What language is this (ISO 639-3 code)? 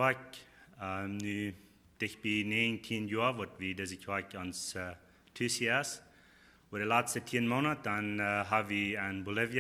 pdt